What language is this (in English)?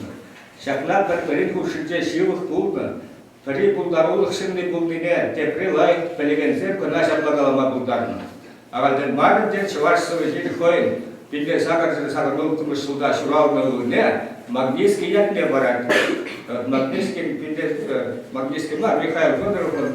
Chuvash